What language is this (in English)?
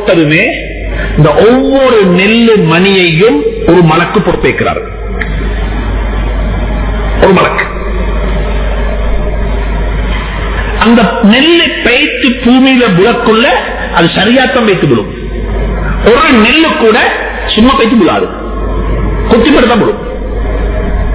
Tamil